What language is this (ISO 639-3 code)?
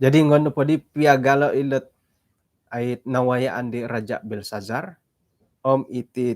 dtp